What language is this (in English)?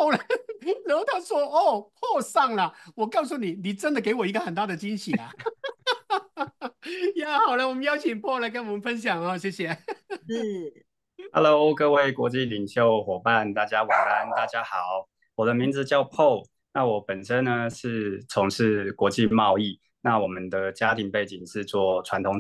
Chinese